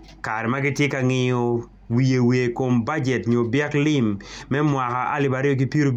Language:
Acoli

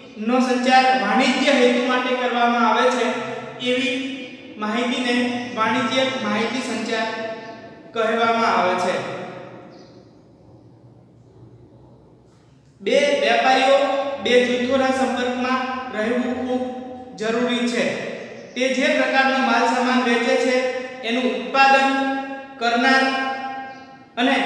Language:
Gujarati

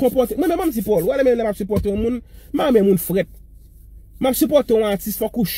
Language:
Haitian Creole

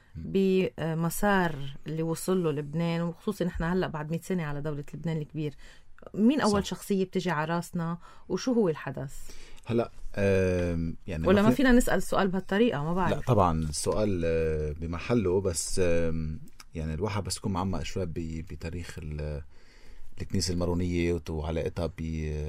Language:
North Levantine Arabic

